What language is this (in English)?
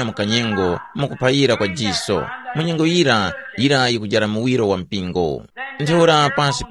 Tumbuka